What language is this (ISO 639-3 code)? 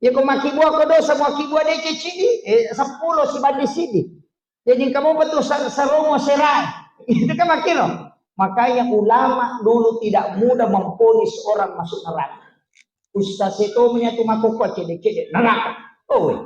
bug